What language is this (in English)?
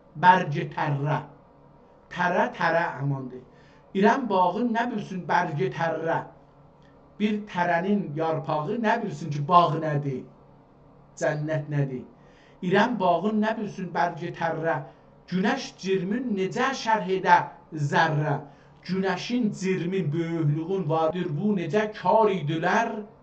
South Azerbaijani